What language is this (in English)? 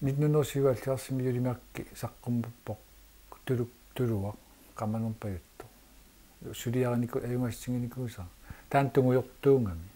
Kalaallisut